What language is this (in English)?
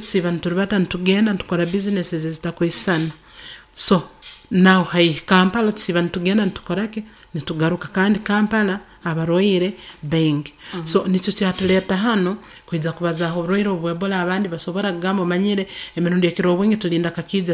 Nyoro